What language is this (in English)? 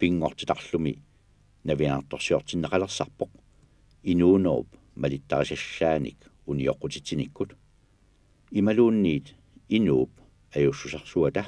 Kalaallisut